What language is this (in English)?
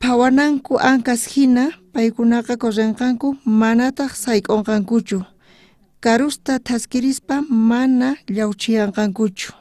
South Bolivian Quechua